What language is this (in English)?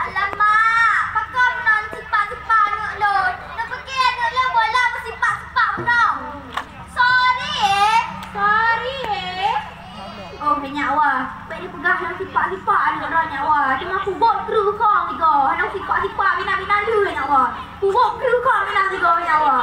Achinese